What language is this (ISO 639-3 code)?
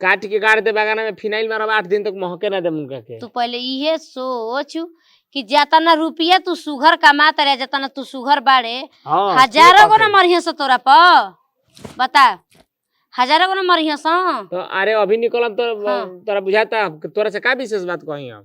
bho